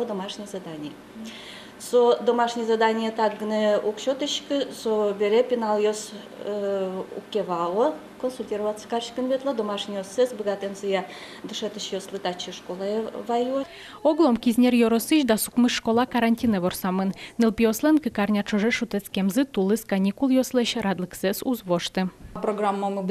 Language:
Udmurt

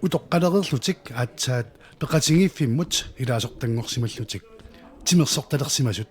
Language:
Kalaallisut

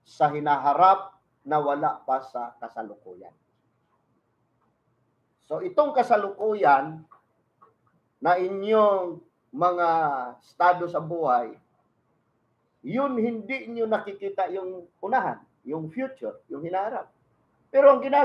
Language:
Filipino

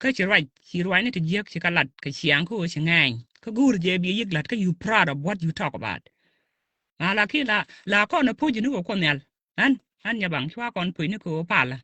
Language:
Nuer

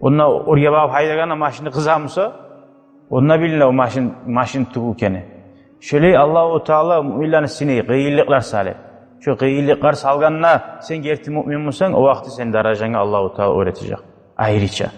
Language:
Kumyk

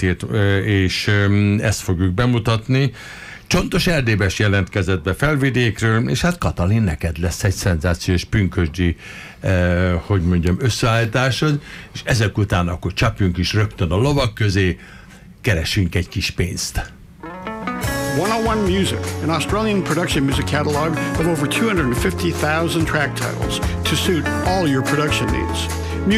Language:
Hungarian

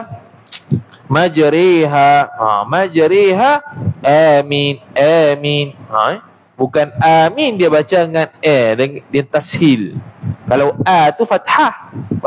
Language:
Malay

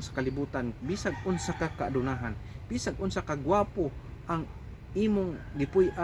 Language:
Cebuano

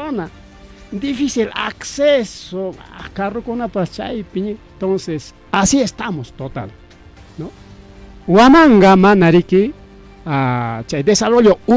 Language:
Ayacucho Quechua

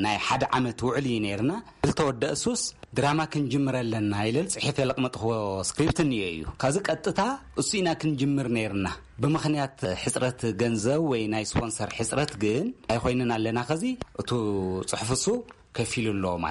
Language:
Tigrinya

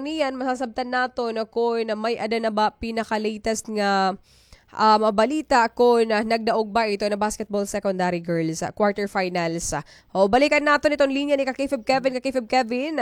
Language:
Waray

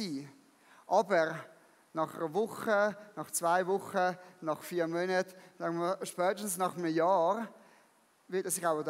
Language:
Swiss German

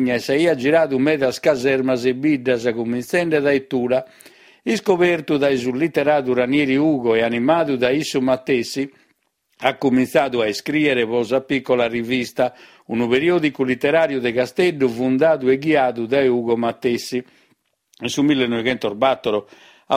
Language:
Sardinian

